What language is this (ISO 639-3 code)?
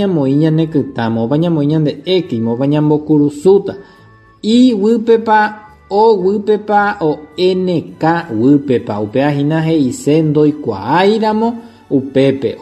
grn